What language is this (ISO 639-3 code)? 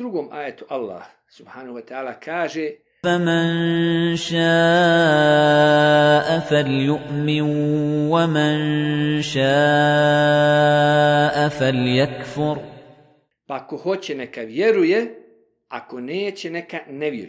bos